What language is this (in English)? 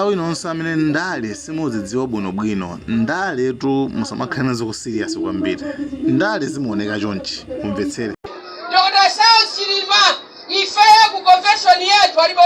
Nyanja